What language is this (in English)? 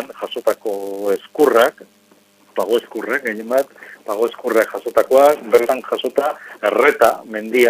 Basque